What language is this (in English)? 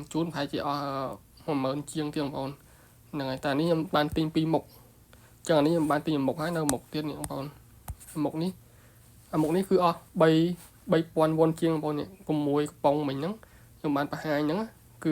Khmer